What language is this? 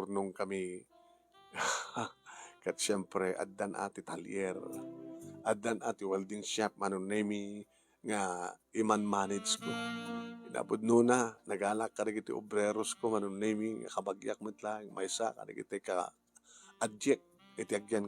Iloko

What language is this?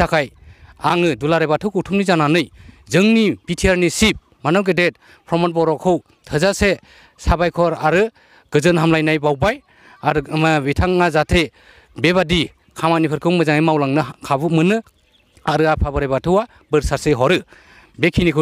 Bodo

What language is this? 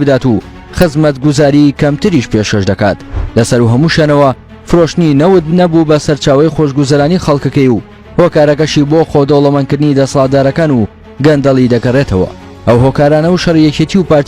Central Kurdish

